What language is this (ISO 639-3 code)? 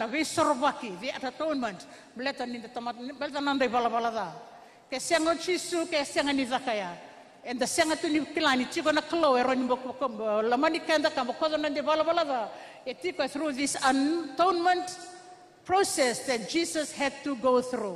fij